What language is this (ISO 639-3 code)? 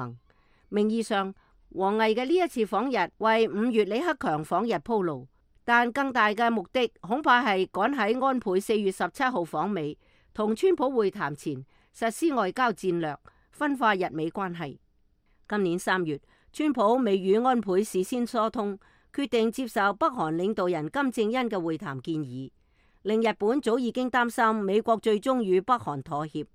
yue